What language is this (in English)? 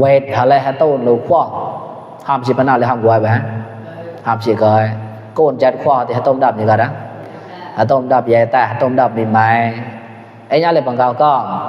Mon